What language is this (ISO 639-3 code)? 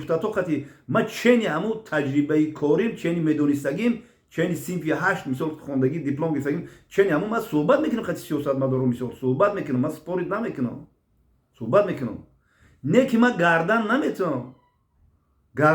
tgk